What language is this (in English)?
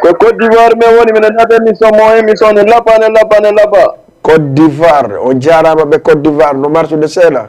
Fula